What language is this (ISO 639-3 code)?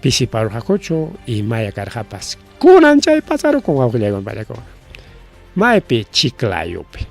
quy